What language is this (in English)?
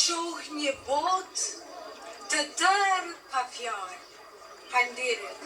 Albanian